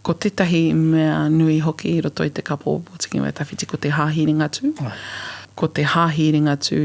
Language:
Māori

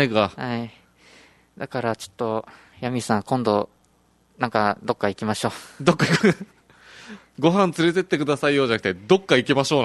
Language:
Japanese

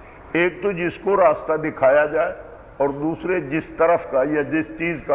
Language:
Urdu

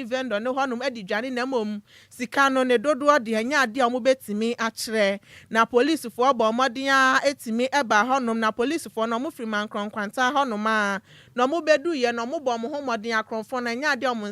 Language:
Akan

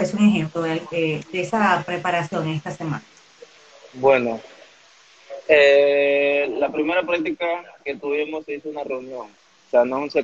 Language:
Spanish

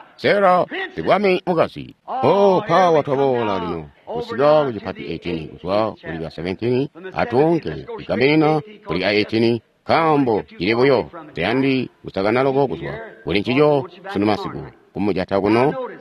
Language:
Tonga (Zambia)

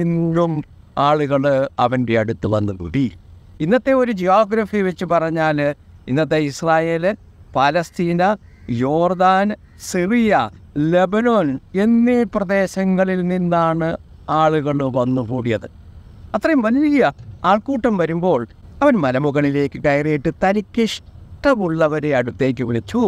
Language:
Malayalam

